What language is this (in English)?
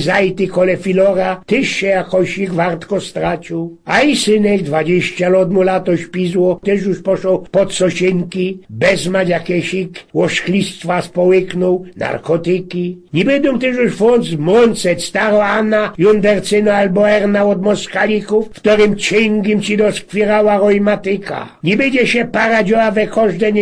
Silesian